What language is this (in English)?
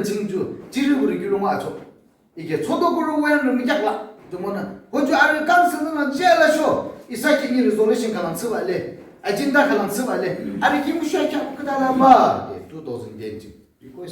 Yimchungru Naga